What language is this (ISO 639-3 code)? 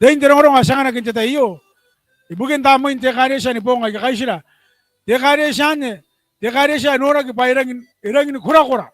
gil